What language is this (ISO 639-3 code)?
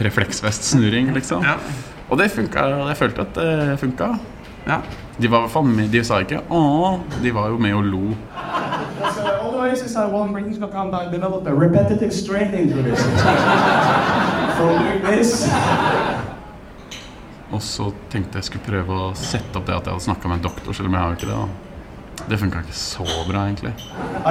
nor